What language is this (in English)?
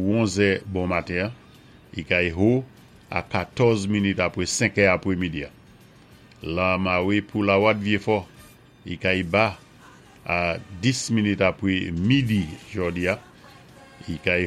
Saint Lucian Creole French